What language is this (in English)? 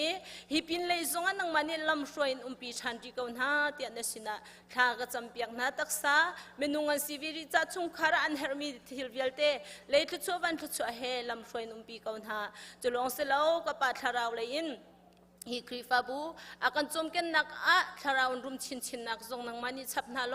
Hakha Chin